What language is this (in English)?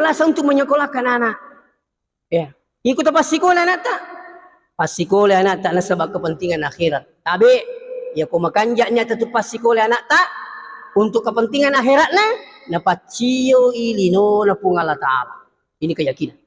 Buginese